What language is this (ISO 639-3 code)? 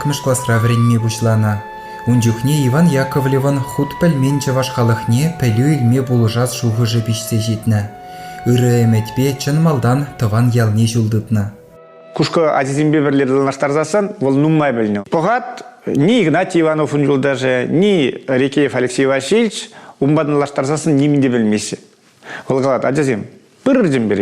chv